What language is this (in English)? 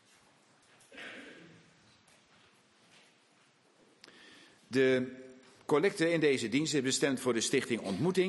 Dutch